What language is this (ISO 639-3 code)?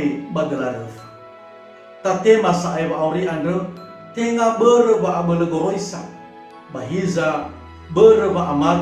nia